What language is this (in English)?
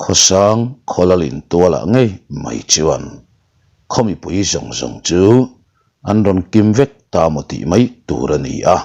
Mizo